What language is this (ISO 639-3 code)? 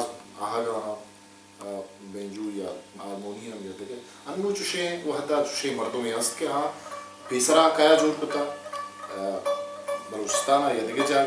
bal